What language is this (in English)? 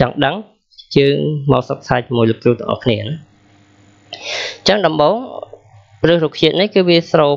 Khmer